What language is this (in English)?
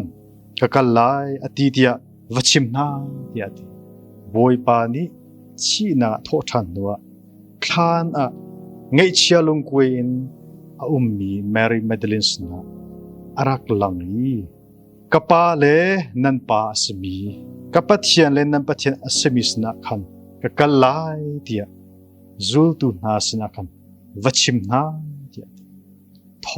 Hakha Chin